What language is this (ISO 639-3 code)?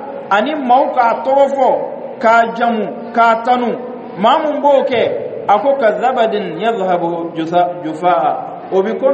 dyu